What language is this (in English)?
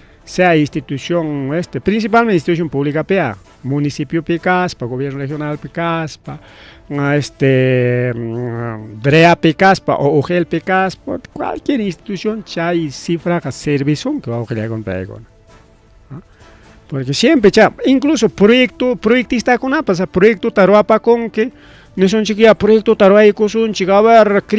Ayacucho Quechua